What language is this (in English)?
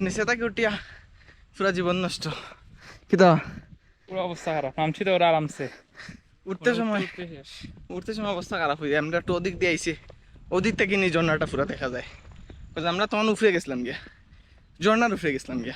Sylheti